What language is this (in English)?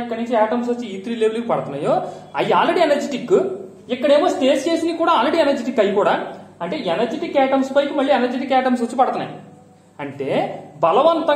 Telugu